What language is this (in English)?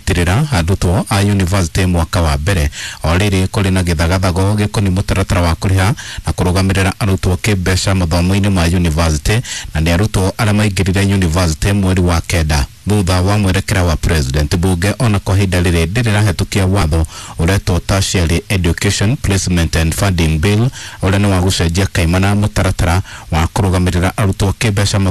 Kikuyu